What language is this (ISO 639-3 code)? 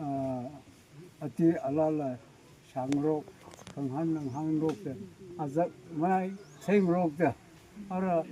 nmf